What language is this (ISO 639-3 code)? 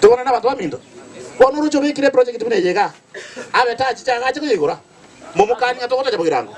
guz